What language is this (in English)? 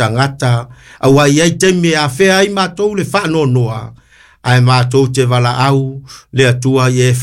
Samoan